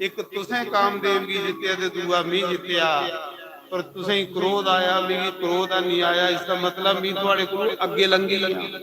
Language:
Dogri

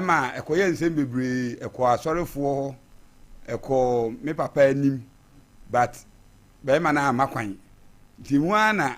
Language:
Akan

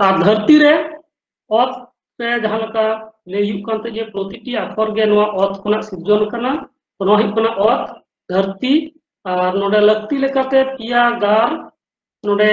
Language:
Santali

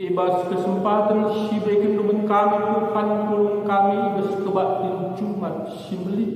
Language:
Batak Karo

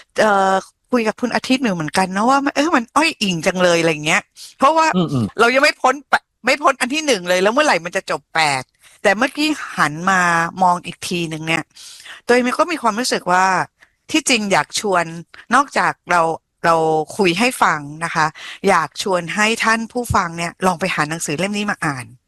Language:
Thai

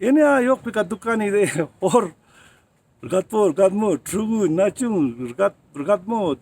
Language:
Ladakhi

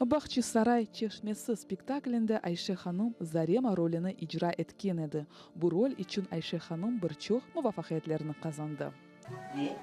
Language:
Crimean Tatar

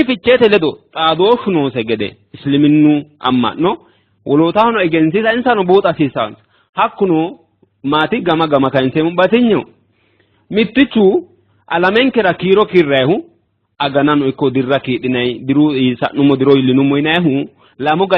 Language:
Sidamo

